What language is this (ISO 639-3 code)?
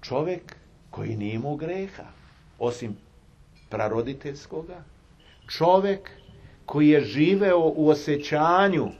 srp